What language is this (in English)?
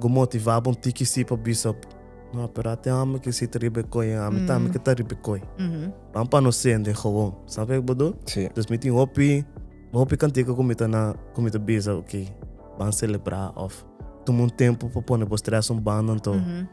Papiamento